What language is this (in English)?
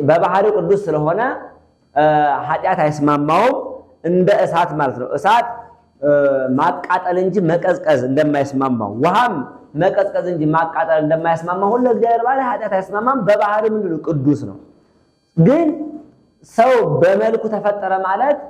Amharic